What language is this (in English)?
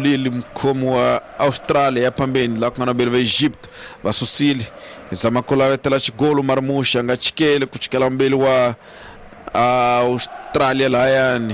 Tsonga